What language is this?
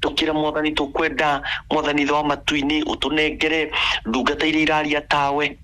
Kikuyu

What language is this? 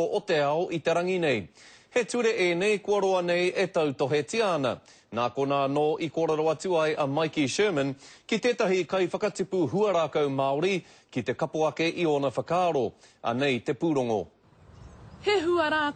Māori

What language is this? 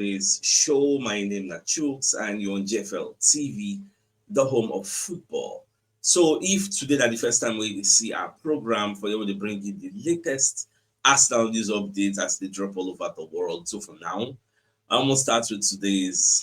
Nigerian Pidgin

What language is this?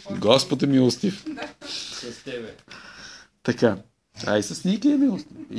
Bulgarian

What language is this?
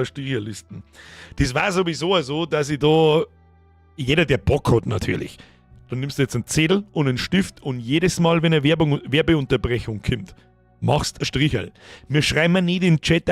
Bavarian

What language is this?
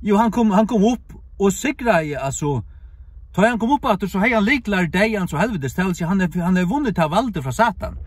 Faroese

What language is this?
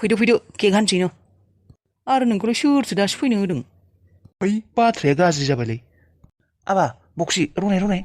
Bodo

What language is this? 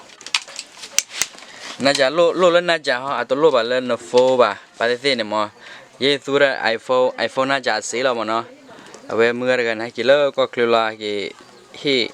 S'gaw Karen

